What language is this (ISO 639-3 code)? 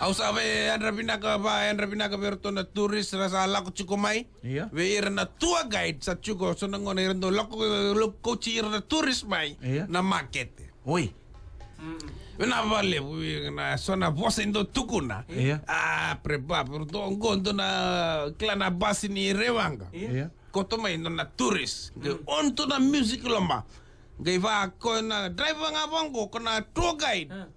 fij